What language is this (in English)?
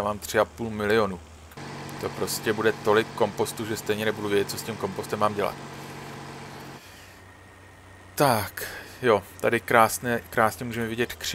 Czech